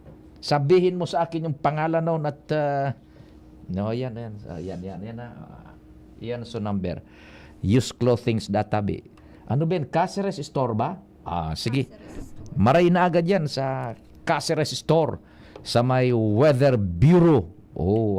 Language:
Bikol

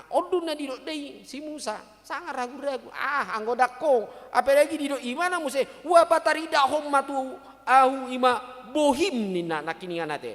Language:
Batak Toba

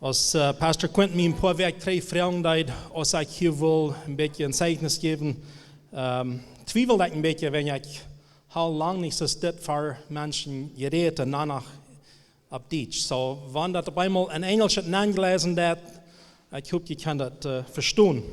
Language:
Plautdietsch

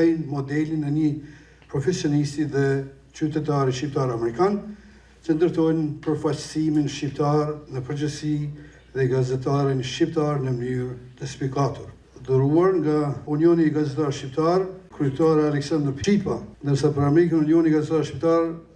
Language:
Albanian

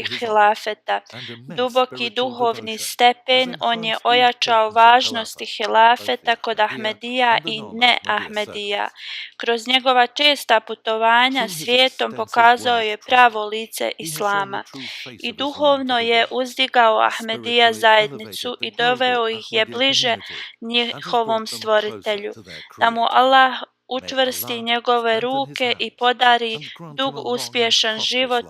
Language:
Bosnian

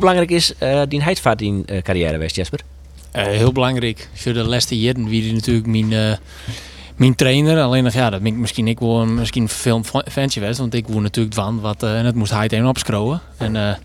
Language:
Western Frisian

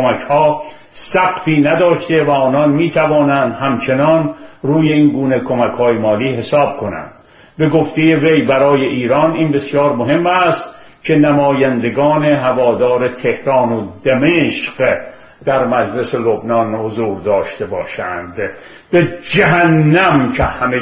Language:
Persian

